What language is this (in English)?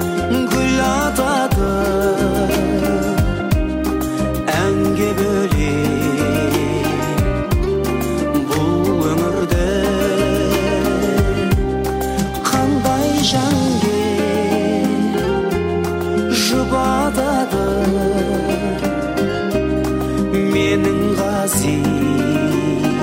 Kazakh